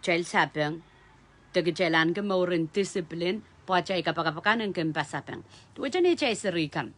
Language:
Pohnpeian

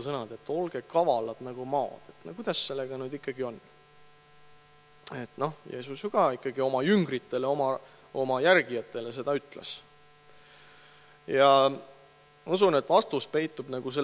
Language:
Estonian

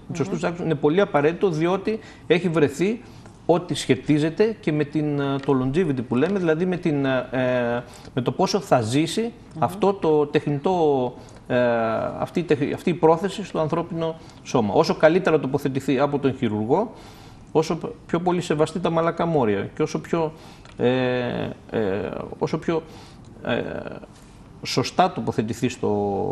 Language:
Greek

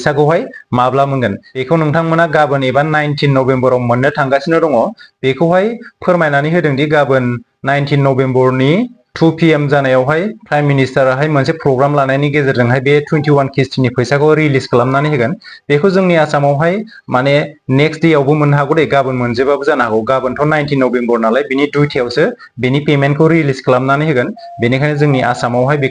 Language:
Bodo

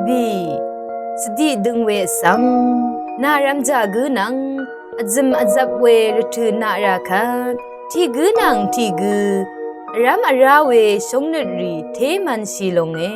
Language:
Rawang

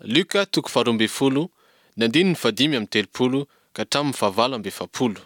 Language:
Malagasy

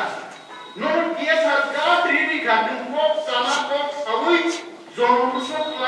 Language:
Kok Borok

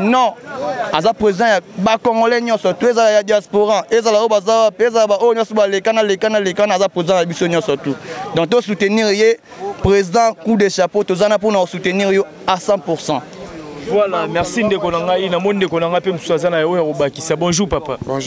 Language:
Lingala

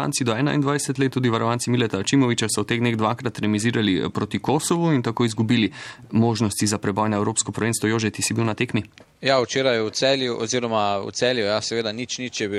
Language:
Slovenian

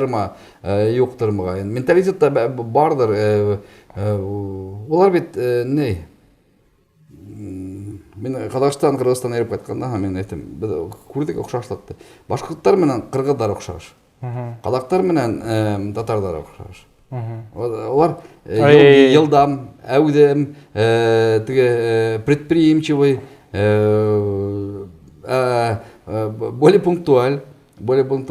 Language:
Bashkir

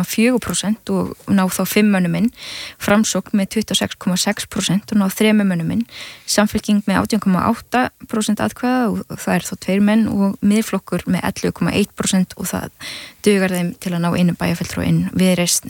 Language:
Icelandic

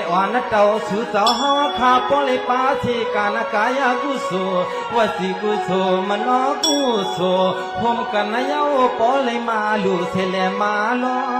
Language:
Shan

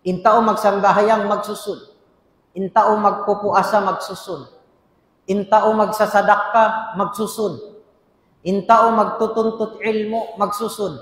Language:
Tausug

